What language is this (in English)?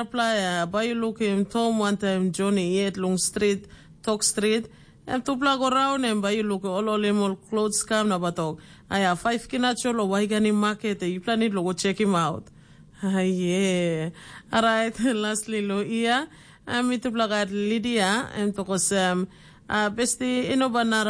Tok Pisin